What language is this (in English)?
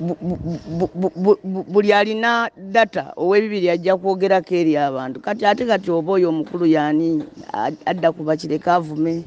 Ganda